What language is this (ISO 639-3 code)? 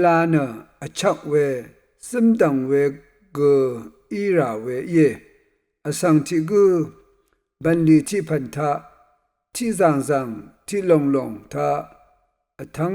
raw